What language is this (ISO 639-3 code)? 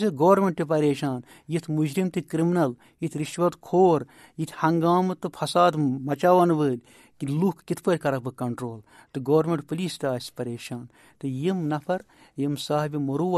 kas